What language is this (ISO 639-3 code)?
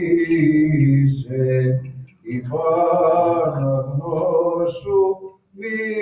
ell